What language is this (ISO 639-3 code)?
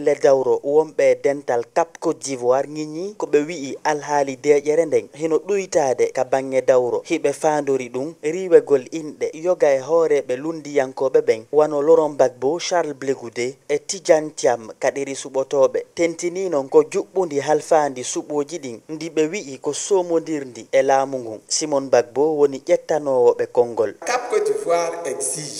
ful